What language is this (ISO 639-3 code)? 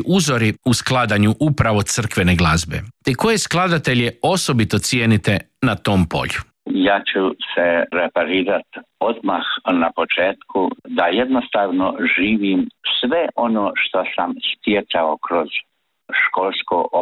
hrv